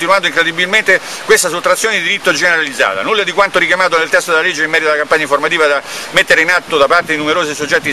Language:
Italian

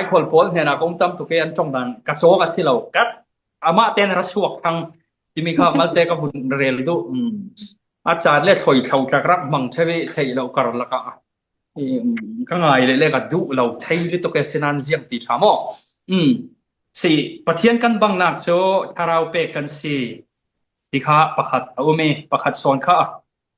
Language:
Falam Chin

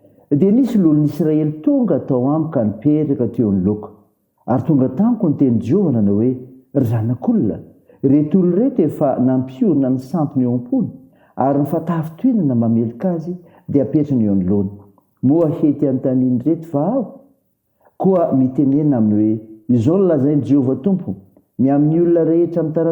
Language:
Malagasy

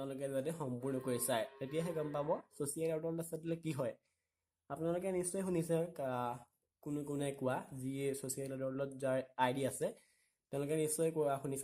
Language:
Assamese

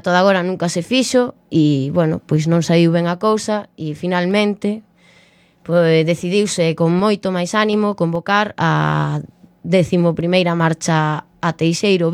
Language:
Galician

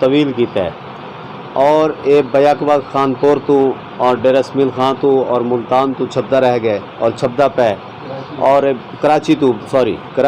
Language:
Saraiki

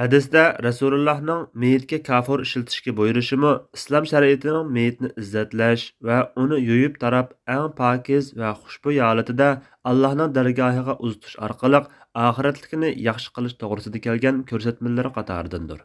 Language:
Uyghur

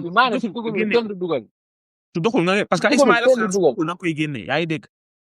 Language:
Wolof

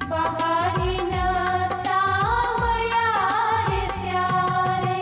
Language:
Kashmiri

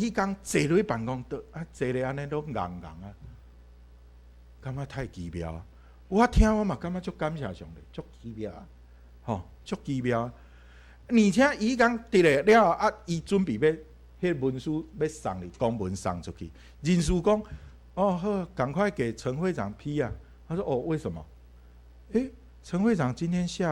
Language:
Min Nan Chinese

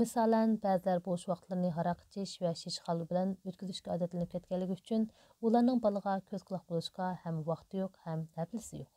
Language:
Uyghur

